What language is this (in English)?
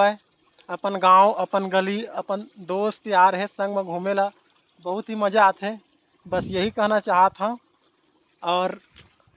Chhattisgarhi